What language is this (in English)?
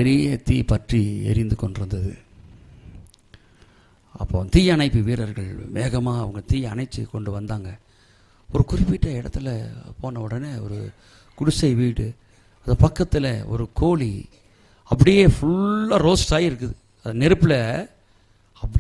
Tamil